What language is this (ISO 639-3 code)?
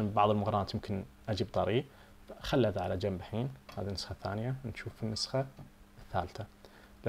ars